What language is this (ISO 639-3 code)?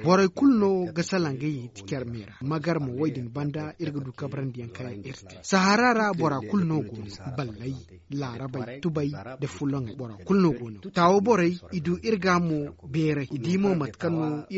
dje